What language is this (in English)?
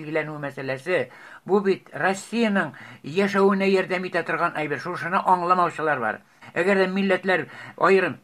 Tatar